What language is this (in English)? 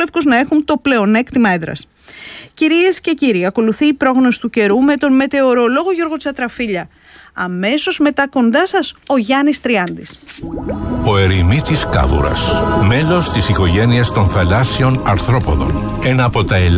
Greek